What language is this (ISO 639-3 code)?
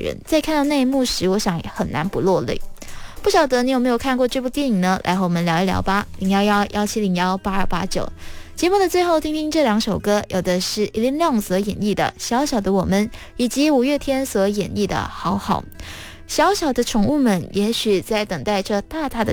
zho